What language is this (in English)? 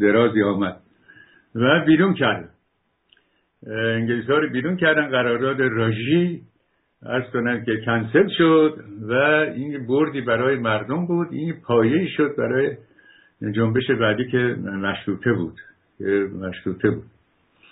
Persian